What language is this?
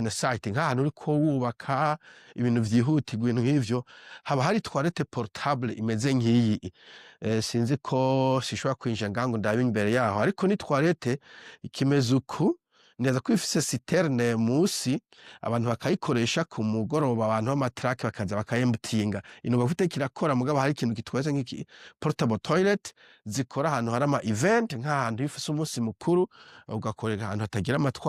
Rundi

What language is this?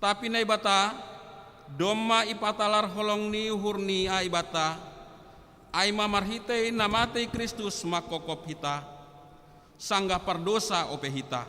Batak Simalungun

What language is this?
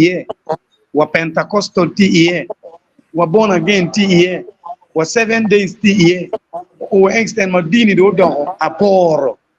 Acoli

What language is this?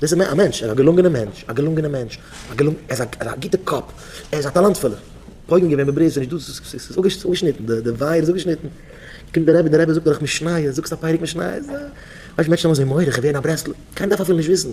Yiddish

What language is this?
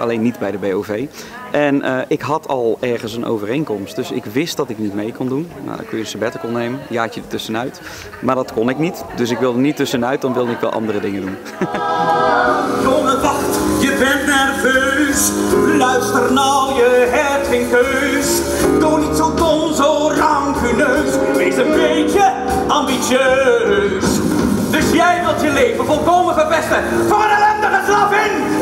Dutch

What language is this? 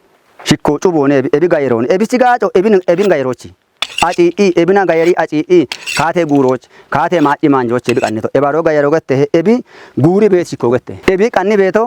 Kafa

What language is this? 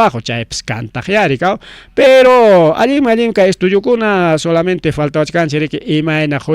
Ayacucho Quechua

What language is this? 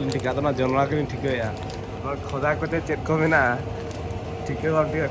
Santali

